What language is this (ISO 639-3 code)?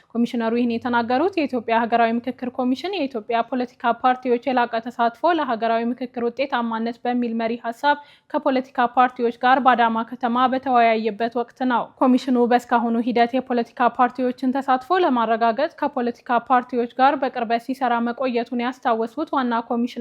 amh